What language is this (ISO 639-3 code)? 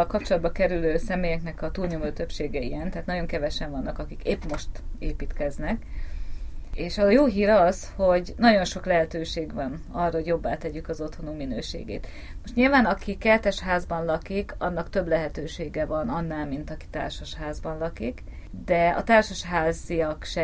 hun